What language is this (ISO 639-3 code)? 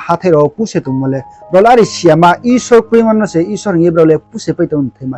ria